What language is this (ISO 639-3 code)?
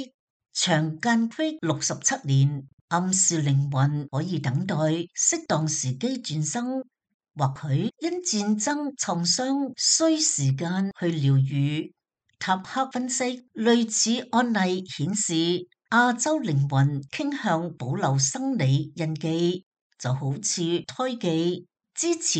yue